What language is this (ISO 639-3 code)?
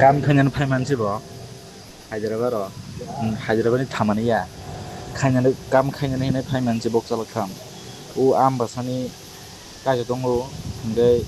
trp